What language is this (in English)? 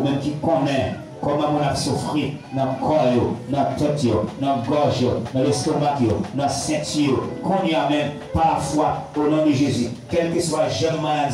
Haitian Creole